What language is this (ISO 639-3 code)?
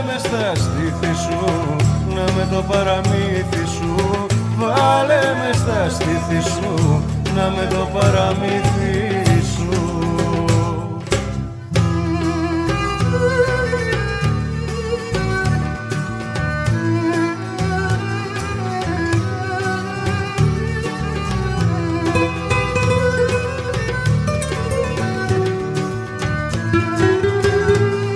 ell